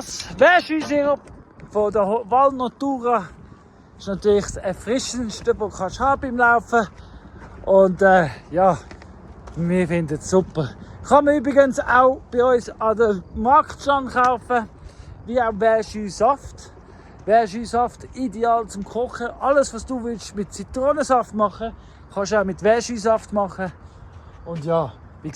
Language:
Swiss German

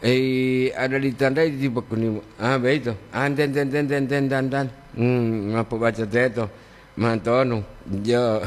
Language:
Gorontalo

